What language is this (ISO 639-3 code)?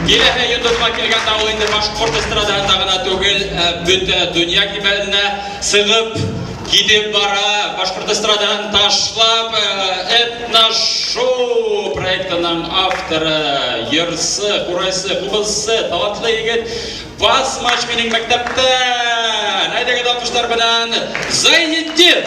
bak